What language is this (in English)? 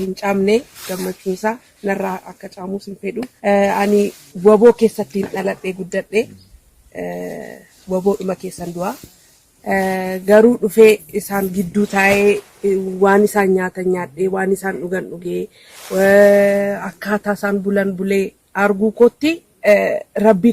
Oromo